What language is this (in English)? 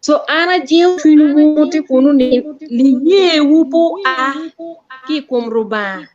Acoli